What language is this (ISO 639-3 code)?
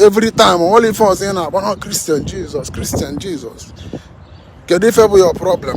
ibo